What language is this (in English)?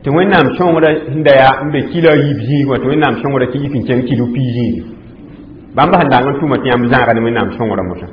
Mossi